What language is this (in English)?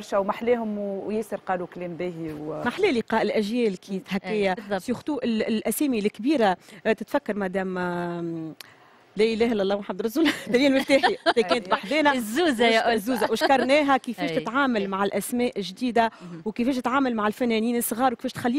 Tunisian Arabic